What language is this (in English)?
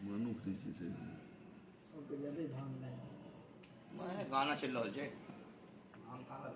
Maithili